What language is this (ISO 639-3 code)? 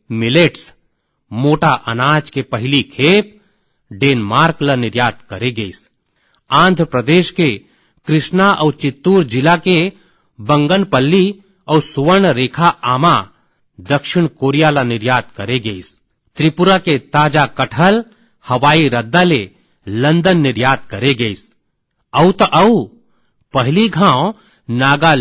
hne